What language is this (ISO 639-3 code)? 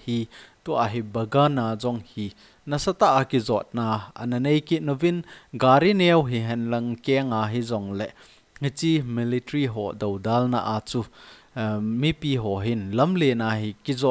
tcz